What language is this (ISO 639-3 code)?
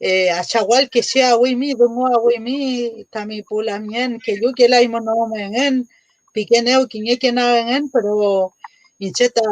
arn